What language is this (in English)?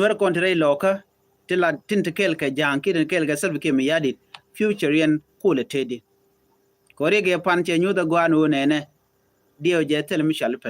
Nuer